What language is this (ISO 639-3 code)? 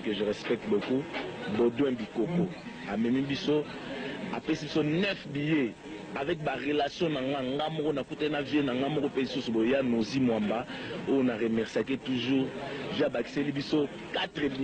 lin